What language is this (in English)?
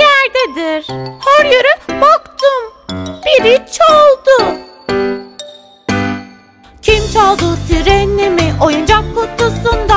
Turkish